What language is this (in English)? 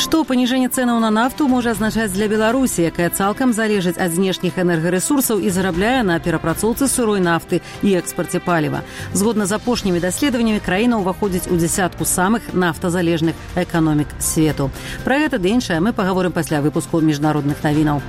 Belarusian